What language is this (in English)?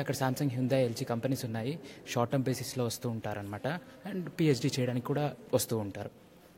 Telugu